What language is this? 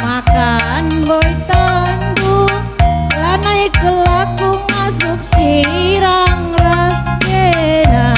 Batak Karo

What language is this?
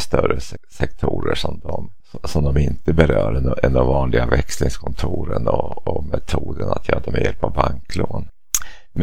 Swedish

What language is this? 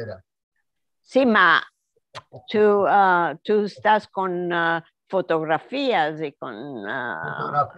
Ladino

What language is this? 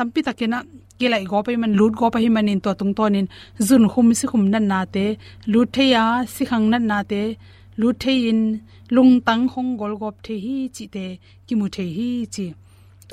Tedim Chin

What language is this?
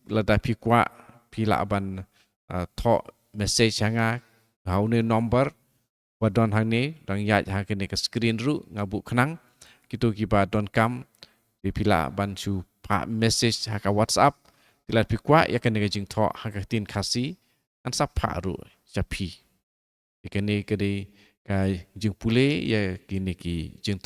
Khasi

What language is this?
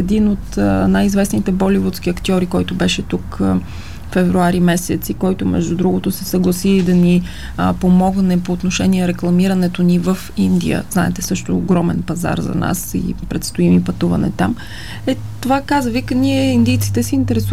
Bulgarian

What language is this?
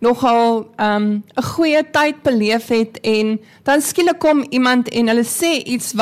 Afrikaans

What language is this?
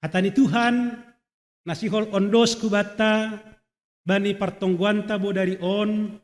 Batak Simalungun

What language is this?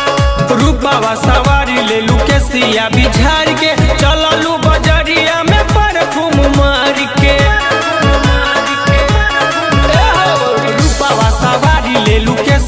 Bhojpuri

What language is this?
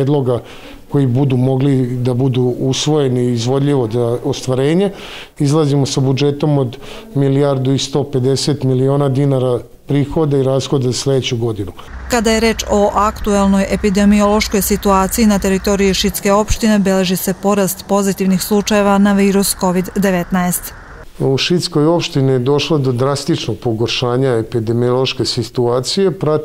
Serbian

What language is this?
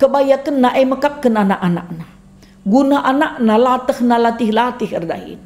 Batak Karo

